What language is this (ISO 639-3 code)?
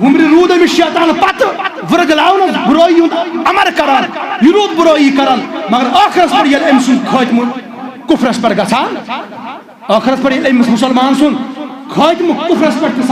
kas